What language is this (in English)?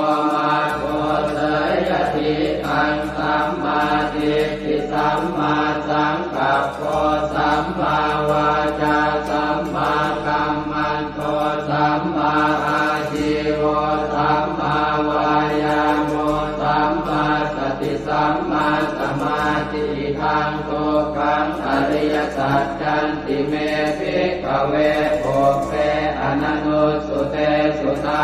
Pali